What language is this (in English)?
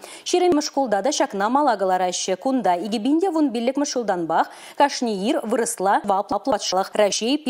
Chuvash